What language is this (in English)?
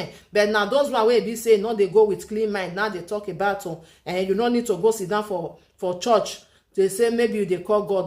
Nigerian Pidgin